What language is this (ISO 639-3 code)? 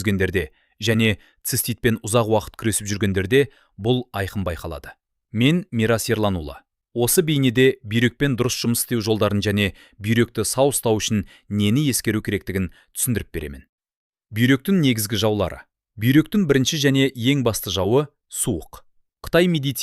kaz